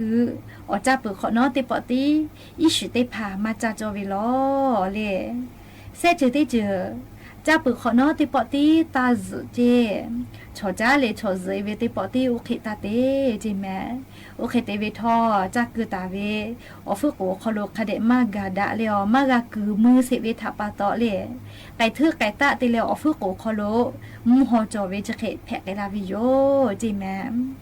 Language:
Lahu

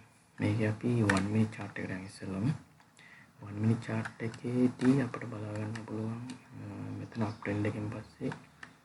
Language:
Sinhala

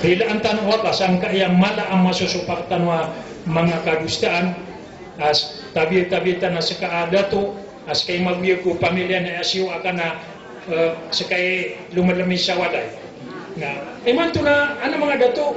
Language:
Maranao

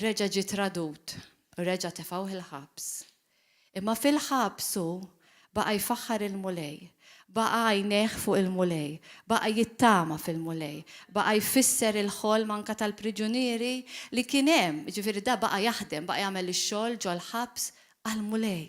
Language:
Maltese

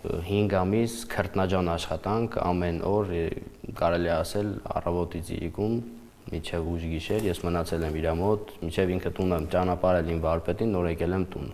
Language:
Armenian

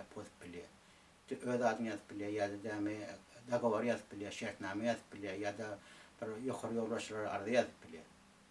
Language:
Turkmen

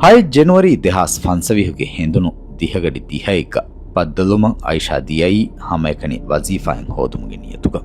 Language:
Divehi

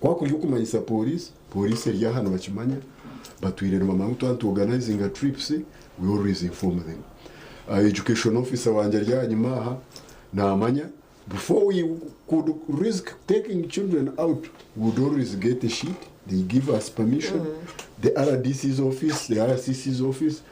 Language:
Nyankole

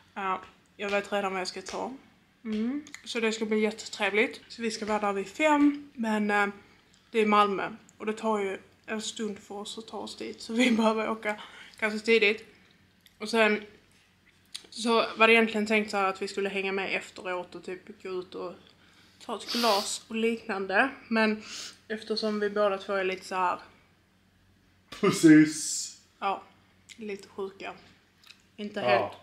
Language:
Swedish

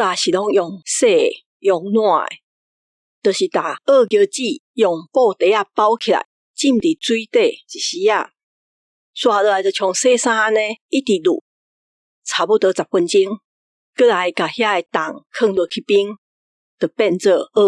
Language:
Min Nan Chinese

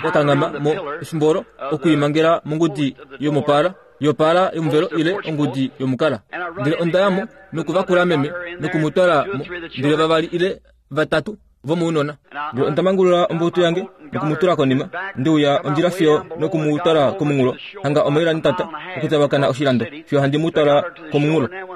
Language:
Kuanyama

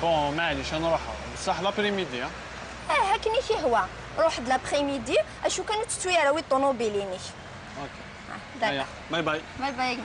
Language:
Kabyle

